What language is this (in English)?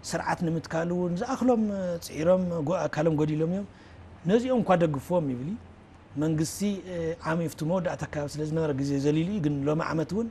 Tigrinya